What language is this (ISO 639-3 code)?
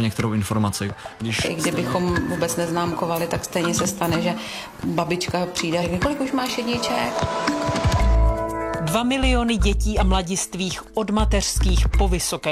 ces